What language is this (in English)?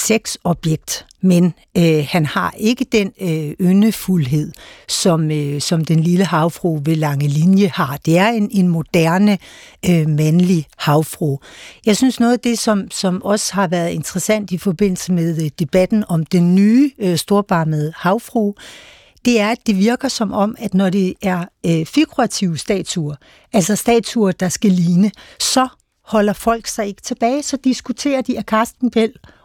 Danish